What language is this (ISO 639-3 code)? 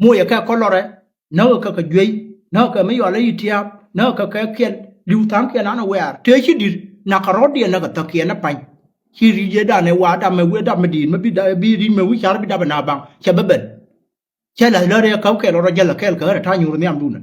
nus